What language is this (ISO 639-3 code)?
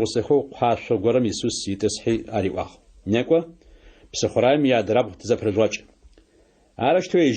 ady